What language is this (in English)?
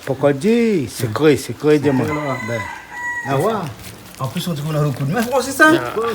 Réunion Creole French